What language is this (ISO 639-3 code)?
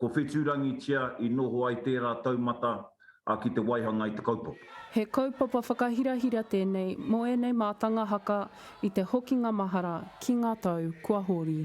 mri